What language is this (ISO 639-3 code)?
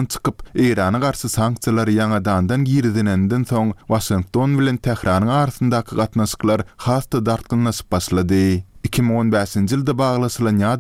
tuk